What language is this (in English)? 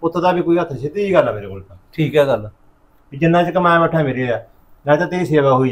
Punjabi